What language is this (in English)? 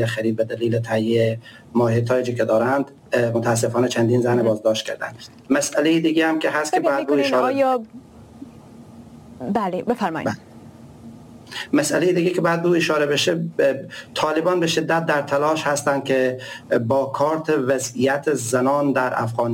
Persian